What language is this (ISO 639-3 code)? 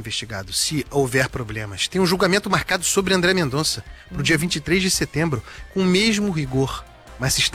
por